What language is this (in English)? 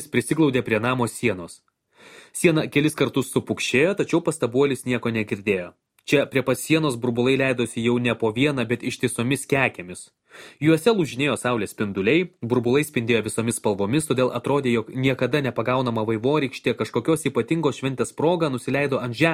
Lithuanian